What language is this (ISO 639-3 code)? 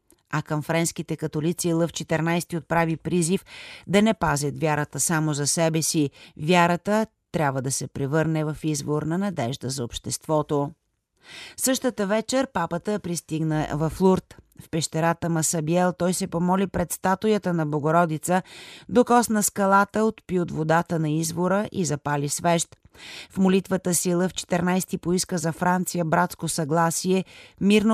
bul